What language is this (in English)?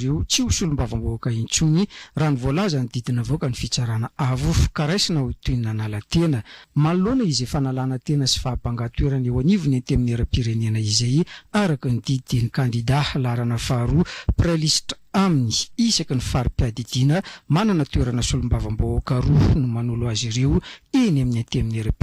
Malagasy